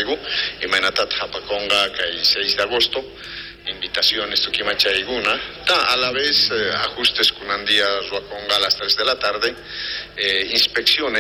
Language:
South Bolivian Quechua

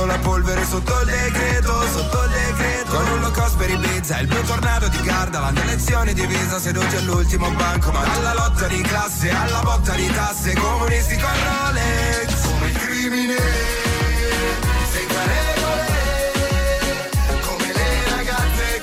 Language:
Italian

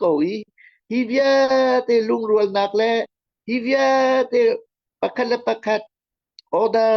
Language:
Hakha Chin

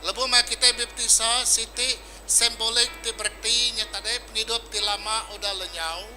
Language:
Iban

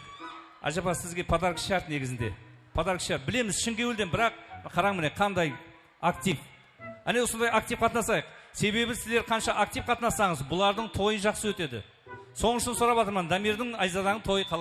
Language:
Kara-Kalpak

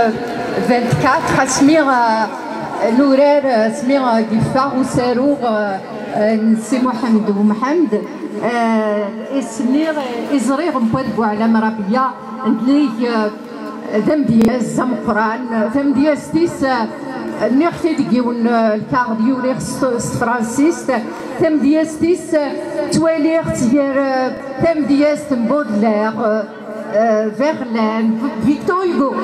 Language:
Kabyle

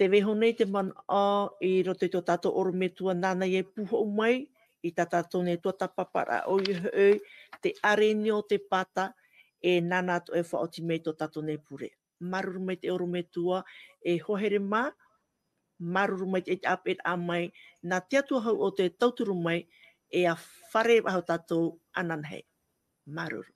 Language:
Tahitian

